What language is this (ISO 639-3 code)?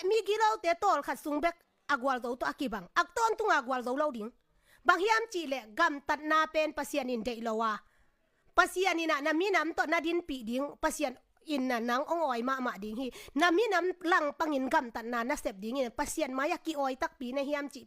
ctd